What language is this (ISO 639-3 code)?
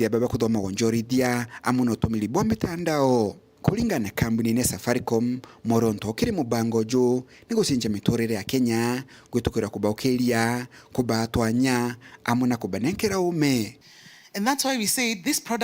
mer